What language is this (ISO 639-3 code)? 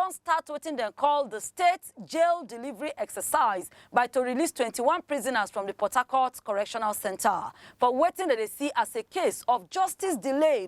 pcm